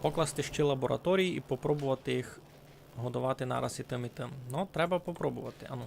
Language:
Rusyn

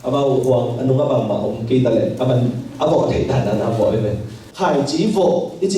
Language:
Tedim Chin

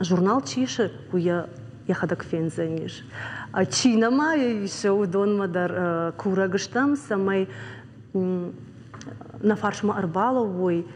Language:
Ossetic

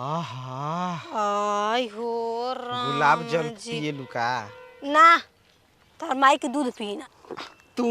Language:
Bhojpuri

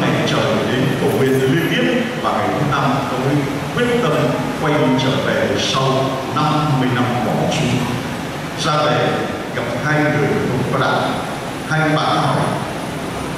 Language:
Vietnamese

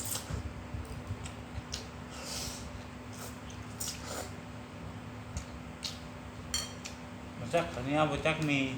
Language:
Lao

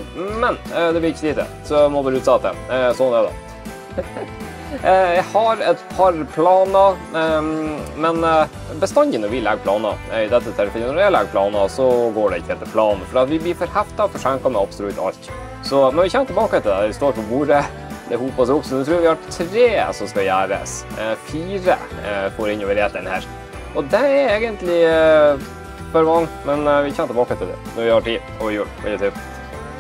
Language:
Norwegian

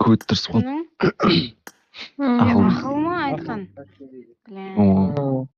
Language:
Kara-Kalpak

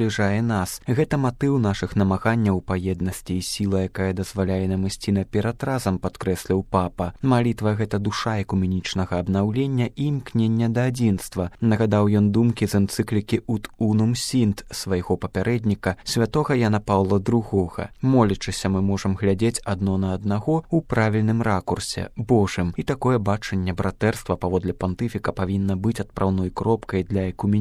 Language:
Belarusian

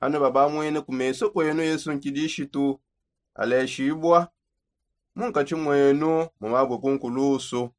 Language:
Songe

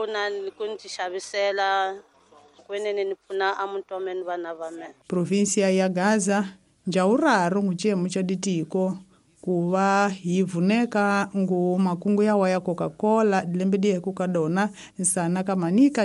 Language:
Tsonga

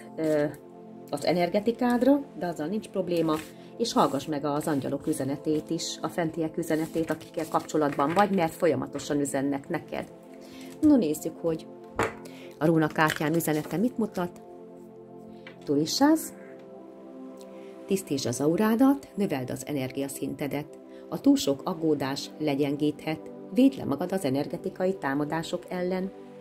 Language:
Hungarian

